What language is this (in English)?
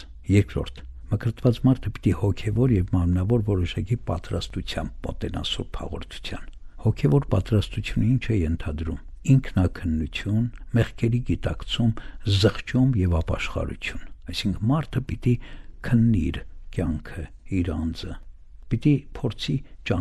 Armenian